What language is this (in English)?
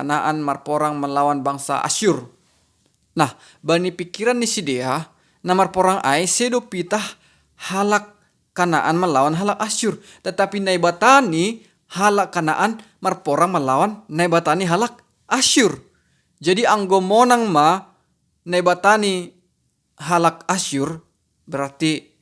Batak Simalungun